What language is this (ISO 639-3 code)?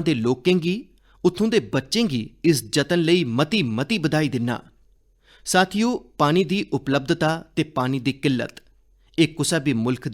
doi